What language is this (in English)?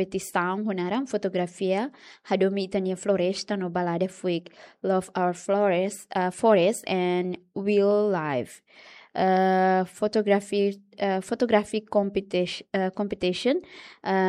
Tetum